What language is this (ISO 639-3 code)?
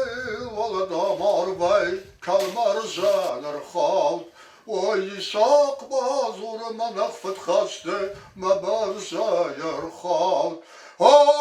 oss